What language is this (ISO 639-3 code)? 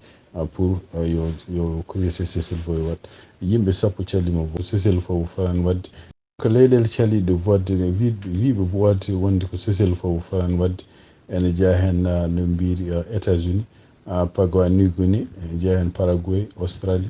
ful